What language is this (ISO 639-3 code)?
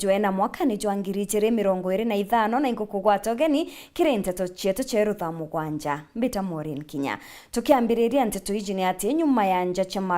mer